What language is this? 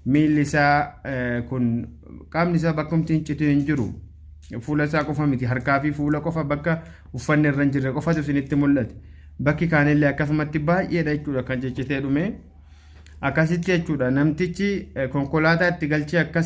Oromo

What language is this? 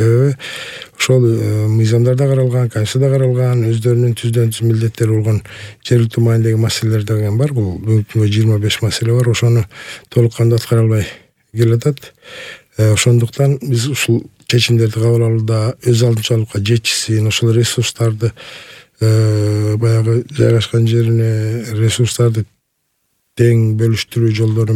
Kyrgyz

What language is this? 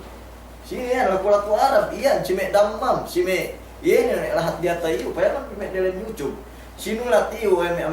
Yakan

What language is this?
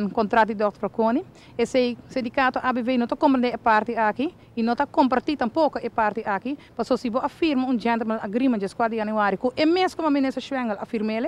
Papiamento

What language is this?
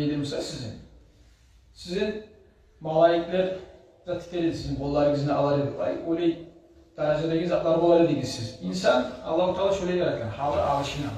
Kumyk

